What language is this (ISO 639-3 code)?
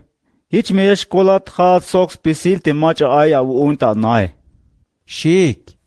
tzh